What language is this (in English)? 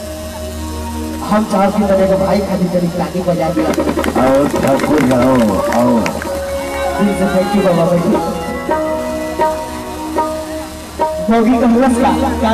Bhojpuri